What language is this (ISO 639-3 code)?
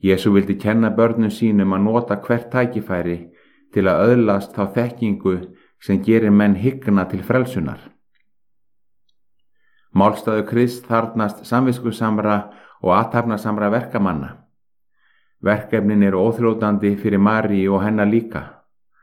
isl